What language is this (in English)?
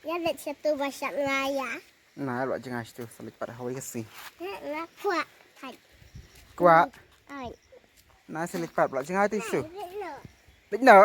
Khasi